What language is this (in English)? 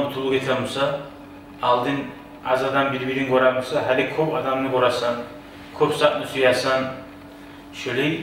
Kumyk